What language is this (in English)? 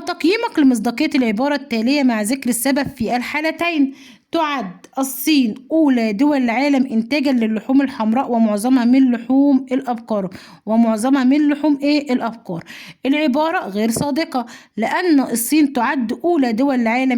Egyptian Arabic